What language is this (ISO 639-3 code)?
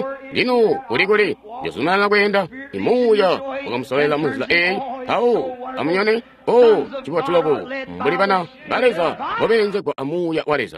toi